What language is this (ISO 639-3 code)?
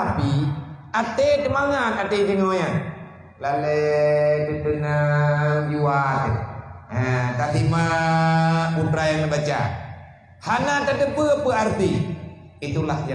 ace